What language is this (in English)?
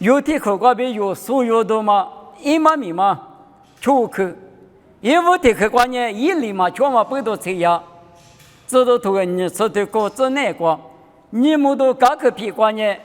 Lisu